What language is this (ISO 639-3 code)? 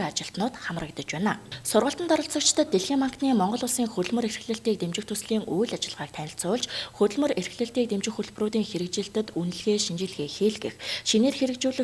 mon